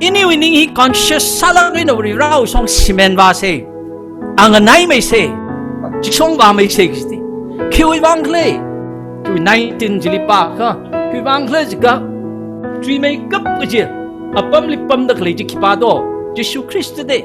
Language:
Tangkhul Naga (India)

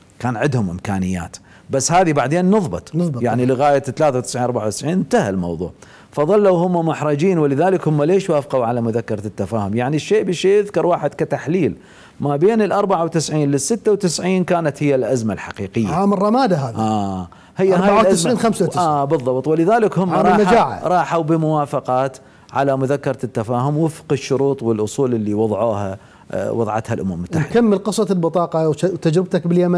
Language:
Mesopotamian Arabic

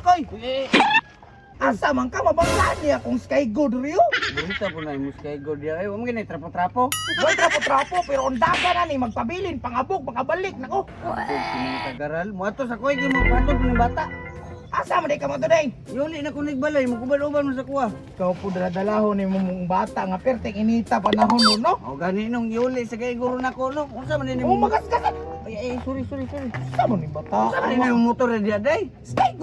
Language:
Cebuano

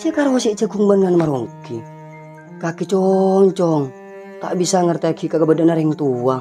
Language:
Madurese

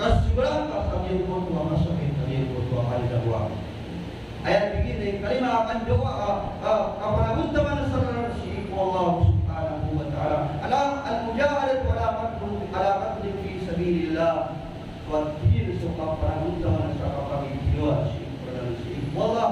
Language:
Maranao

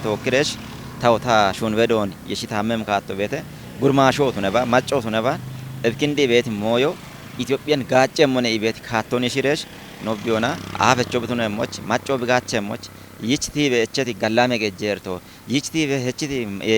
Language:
Kafa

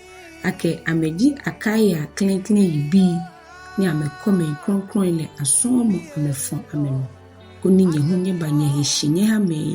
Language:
Ga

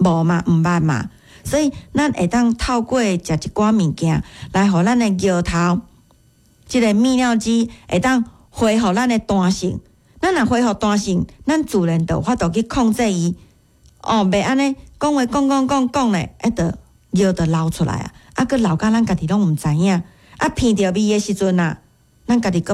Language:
Min Nan Chinese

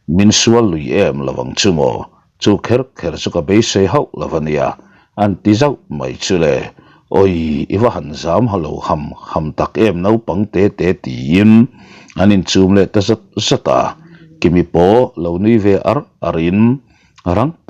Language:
Mizo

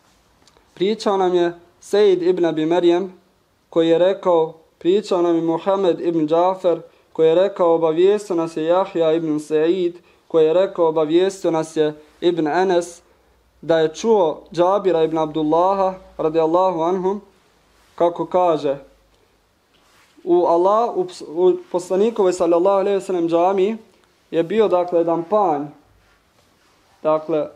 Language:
Bosnian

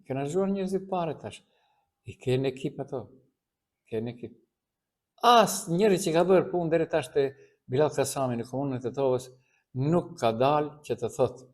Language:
Albanian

